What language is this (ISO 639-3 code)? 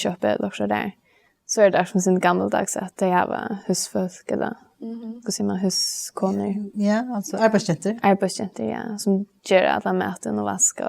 fao